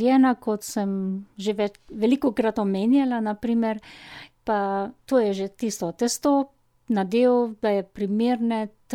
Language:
Slovenian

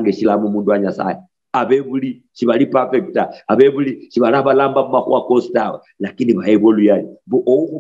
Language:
Luyia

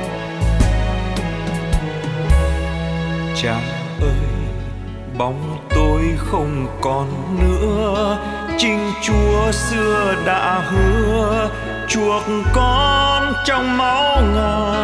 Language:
Vietnamese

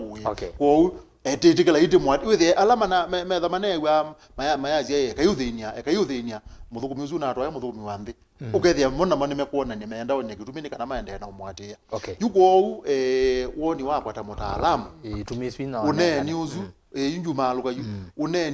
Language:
Kamba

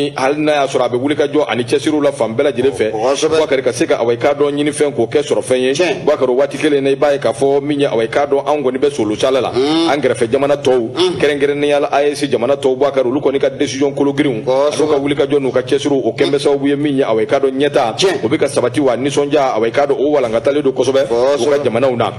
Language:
Bambara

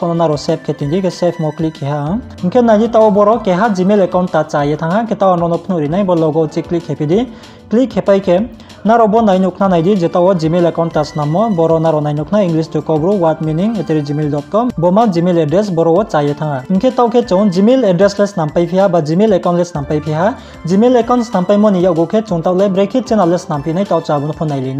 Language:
Riang (India)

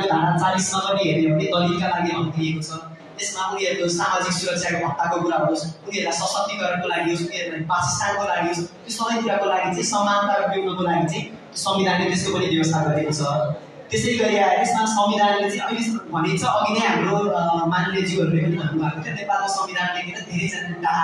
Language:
Nepali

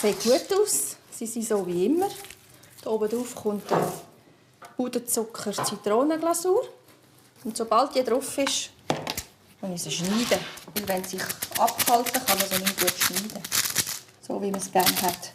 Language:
Swiss German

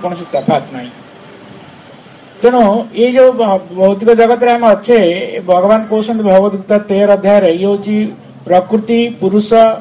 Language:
Odia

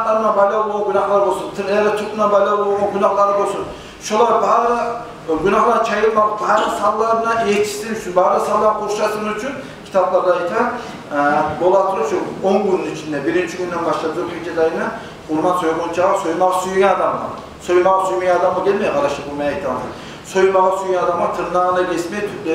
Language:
Kumyk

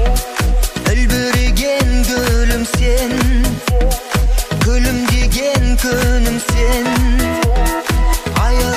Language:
Kazakh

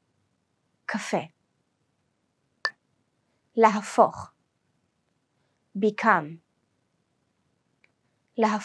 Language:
Hebrew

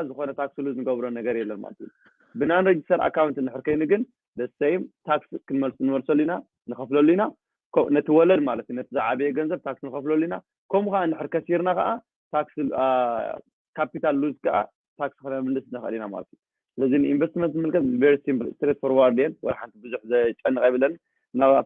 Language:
Tigrinya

